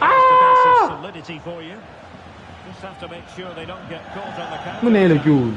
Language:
Tswana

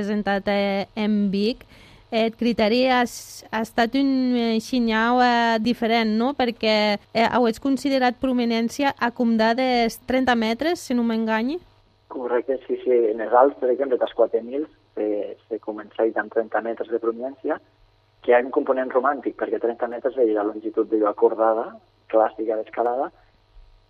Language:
Catalan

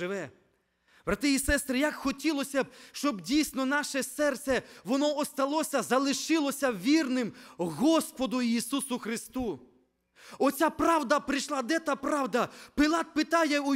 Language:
Ukrainian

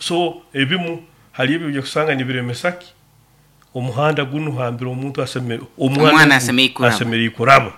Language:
Nyoro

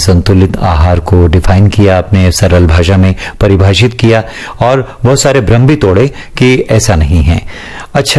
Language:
Hindi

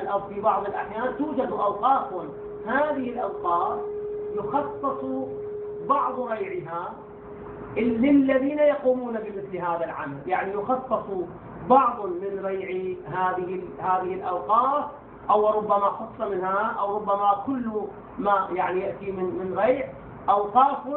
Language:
Arabic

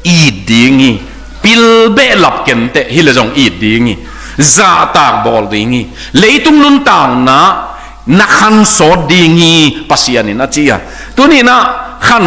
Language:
Tedim Chin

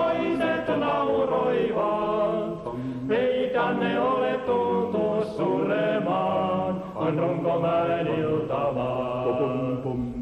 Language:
Finnish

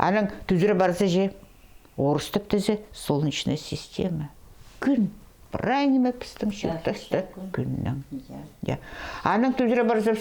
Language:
Khakas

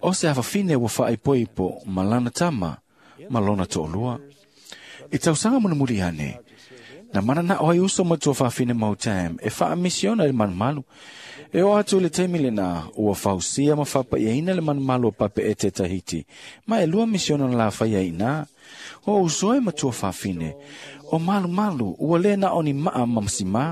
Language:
Samoan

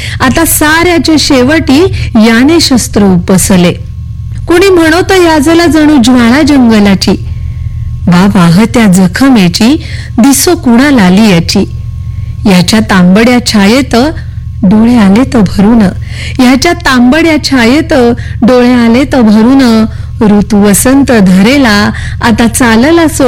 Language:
Marathi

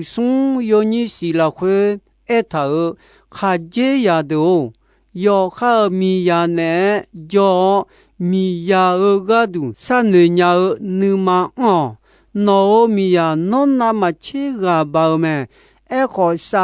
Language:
Akha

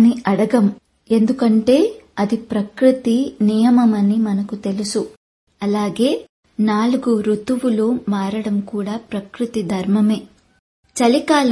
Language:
Telugu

